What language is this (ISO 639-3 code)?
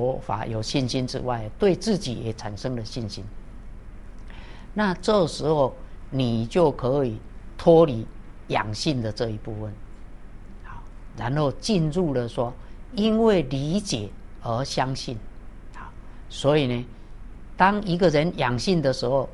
zho